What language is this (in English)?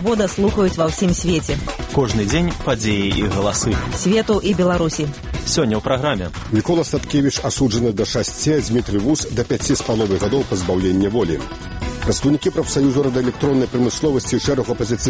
Belarusian